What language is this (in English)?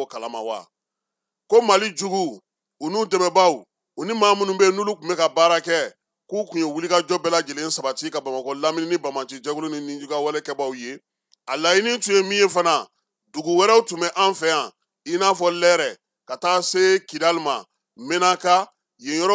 Bambara